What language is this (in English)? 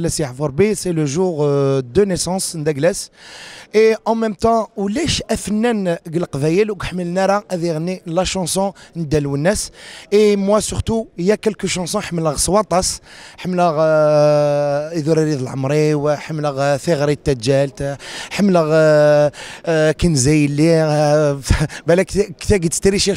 Kabyle